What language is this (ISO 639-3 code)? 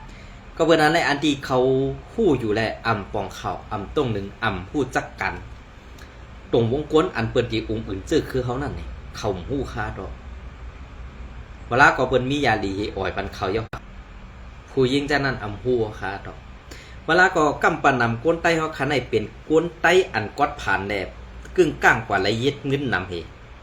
shn